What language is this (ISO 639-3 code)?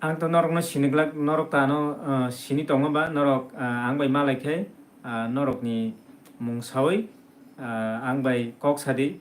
trp